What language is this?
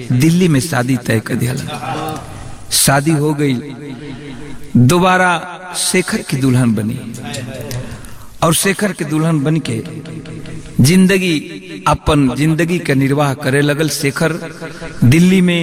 Bhojpuri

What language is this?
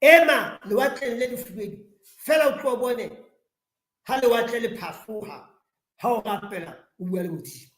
Southern Sotho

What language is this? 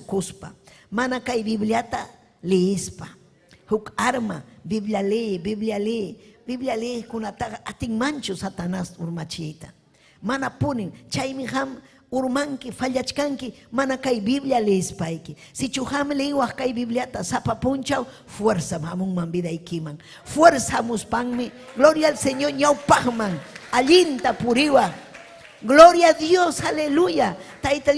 Ayacucho Quechua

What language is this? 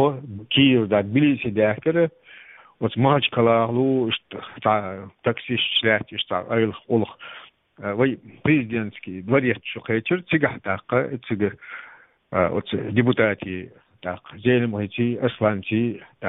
Chechen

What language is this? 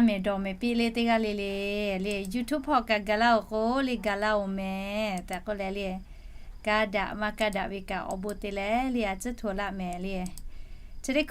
Lahu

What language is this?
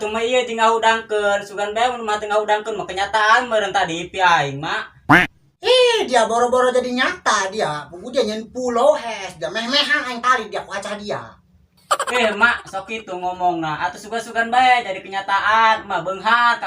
Sundanese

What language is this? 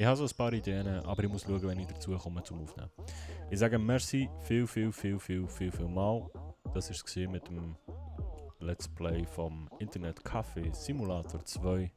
Swiss German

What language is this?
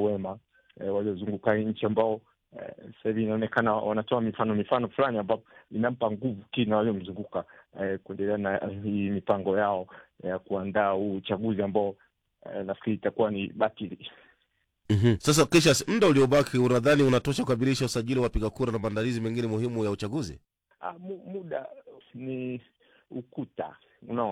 Swahili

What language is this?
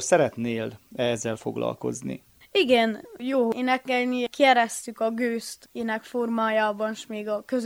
Hungarian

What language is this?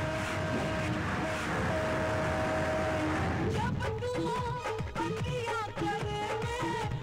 Bhojpuri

